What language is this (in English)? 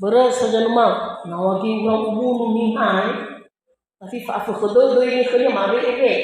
Nias